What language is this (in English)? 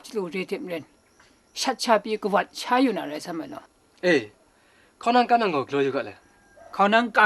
Kachin